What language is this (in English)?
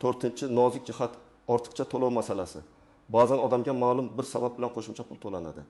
Uzbek